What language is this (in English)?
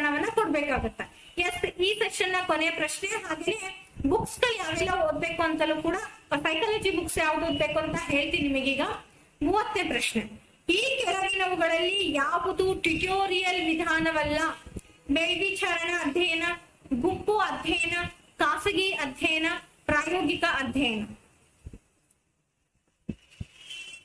Kannada